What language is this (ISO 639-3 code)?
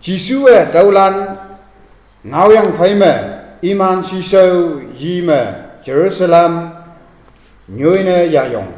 nbe